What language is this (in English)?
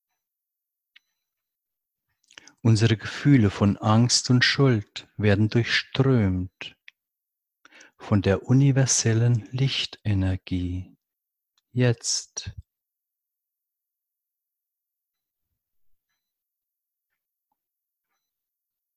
German